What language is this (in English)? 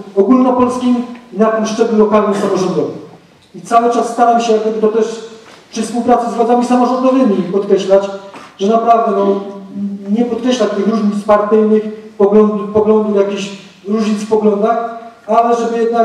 Polish